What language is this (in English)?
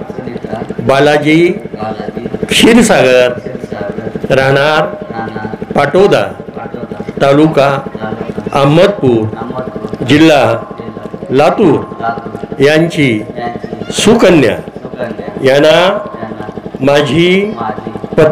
Marathi